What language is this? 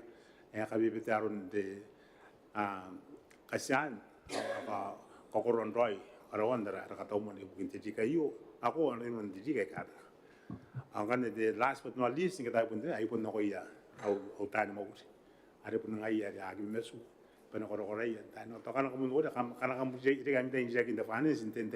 Gilbertese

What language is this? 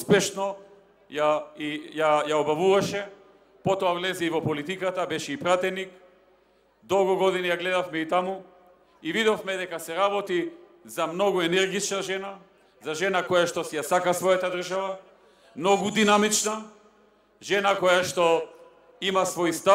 Macedonian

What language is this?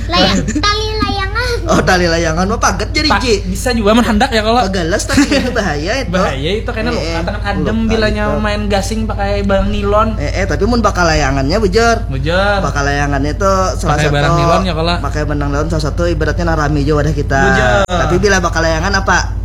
Banjar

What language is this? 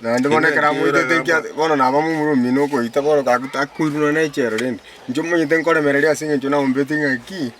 Gusii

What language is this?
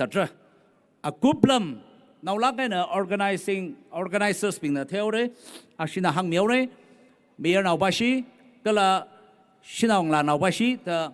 Tangkhul Naga (India)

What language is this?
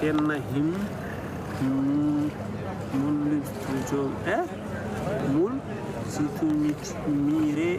Oromo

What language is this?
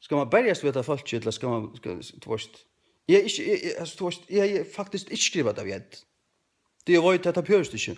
Faroese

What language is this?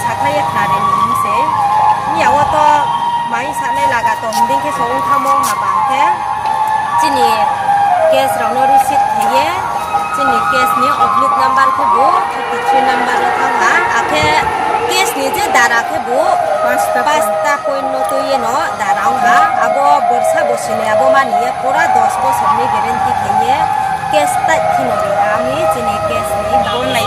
Riang (India)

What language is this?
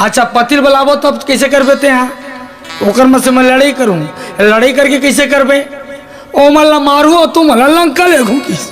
Chhattisgarhi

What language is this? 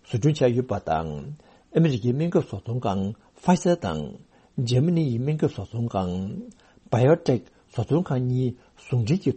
Tibetan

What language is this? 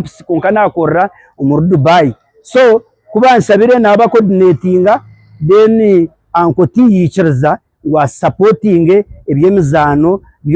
Nyankole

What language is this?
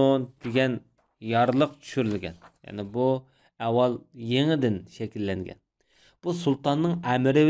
Uyghur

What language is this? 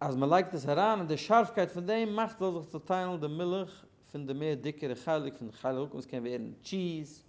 Yiddish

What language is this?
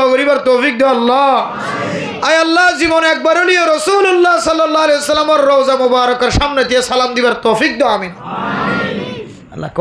Rohingya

